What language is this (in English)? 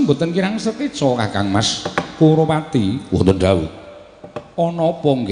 Javanese